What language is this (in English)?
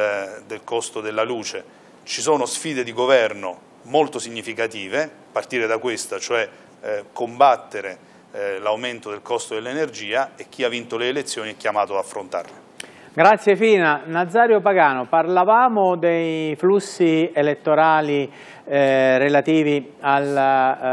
Italian